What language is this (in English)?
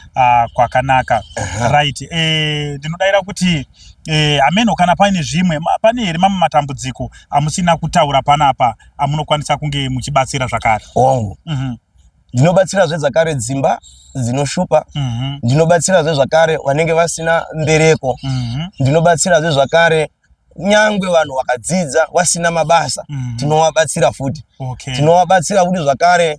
Shona